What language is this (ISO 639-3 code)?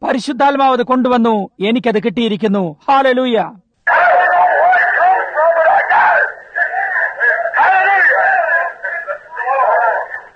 mal